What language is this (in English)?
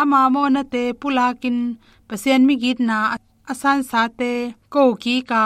Tedim Chin